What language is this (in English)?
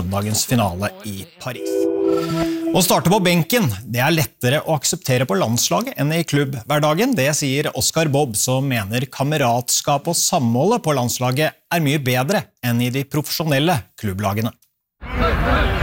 Norwegian